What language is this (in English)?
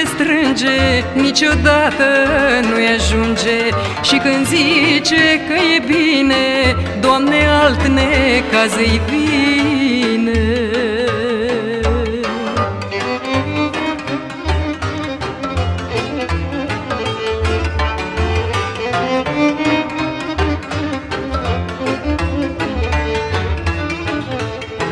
Romanian